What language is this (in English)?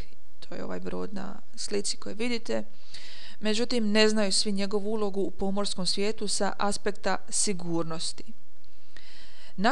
Croatian